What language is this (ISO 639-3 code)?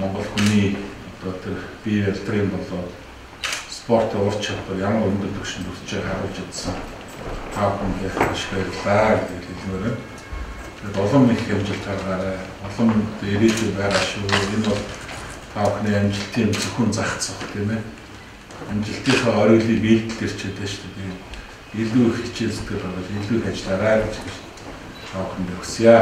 mon